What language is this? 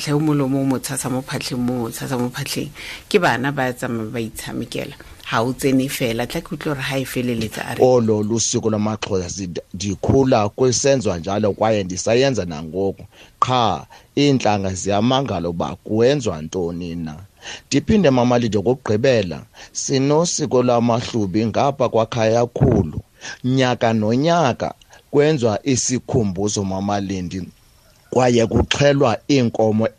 Tswana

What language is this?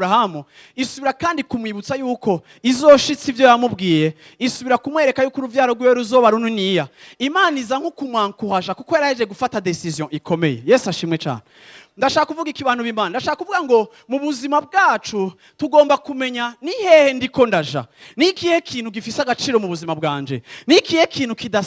Rundi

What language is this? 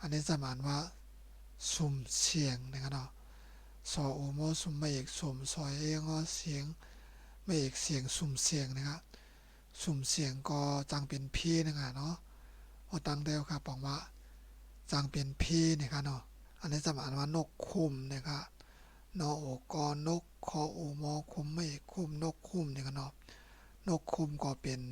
Shan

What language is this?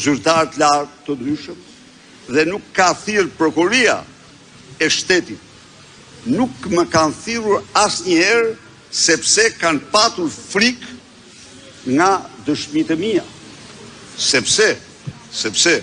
Albanian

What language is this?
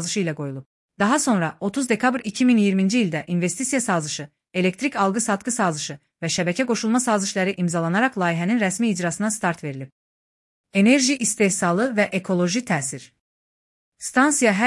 Azerbaijani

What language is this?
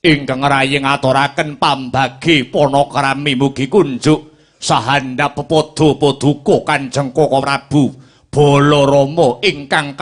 Javanese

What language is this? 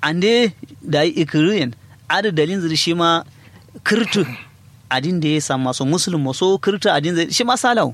Kanuri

